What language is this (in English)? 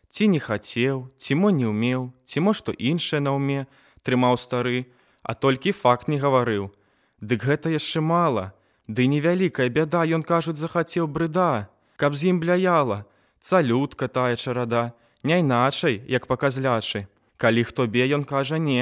Belarusian